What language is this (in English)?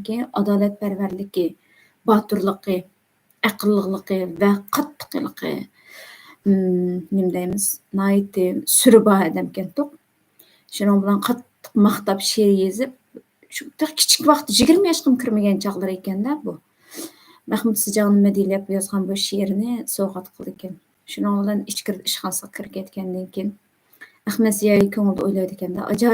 Uyghur